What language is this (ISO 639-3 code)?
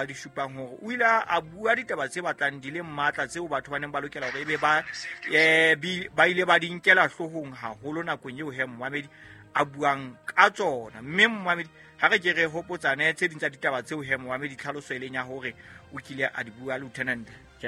sot